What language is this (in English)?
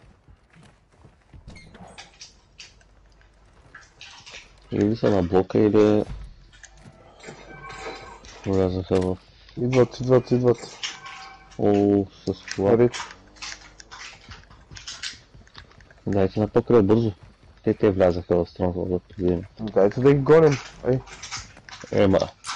Bulgarian